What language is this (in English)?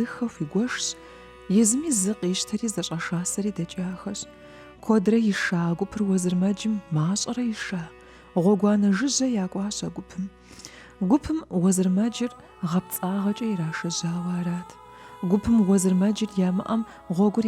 Kabardian